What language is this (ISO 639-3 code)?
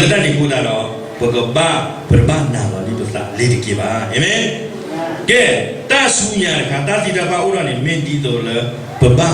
ksw